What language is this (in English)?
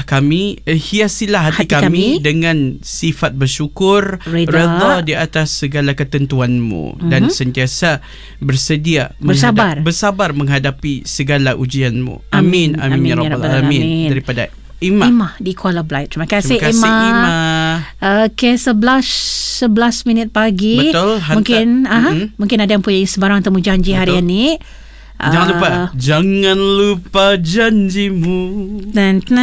Malay